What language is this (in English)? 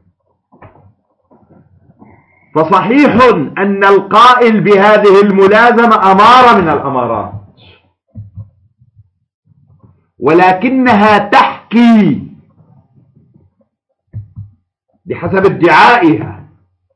Arabic